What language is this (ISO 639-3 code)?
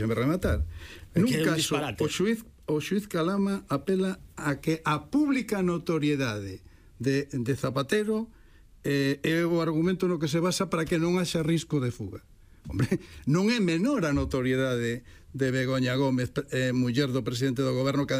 glg